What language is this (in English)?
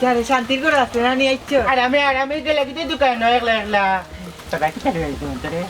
Sylheti